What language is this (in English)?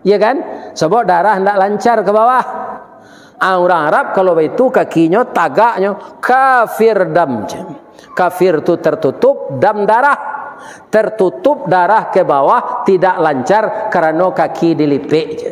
Minangkabau